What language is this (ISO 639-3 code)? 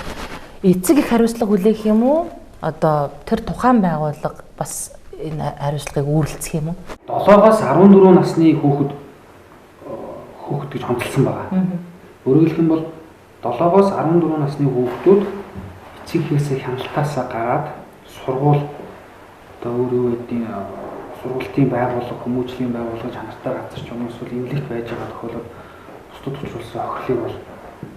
mon